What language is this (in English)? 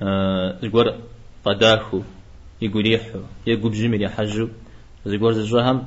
Kabardian